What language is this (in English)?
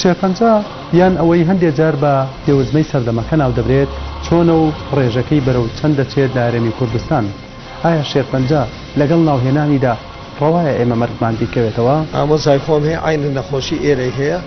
Central Kurdish